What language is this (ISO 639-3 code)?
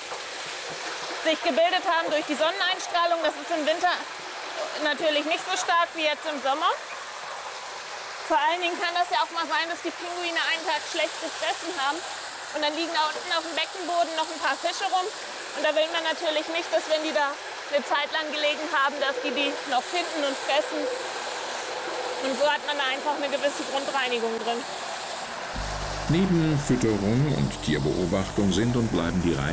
deu